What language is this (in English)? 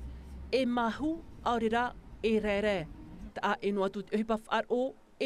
Tahitian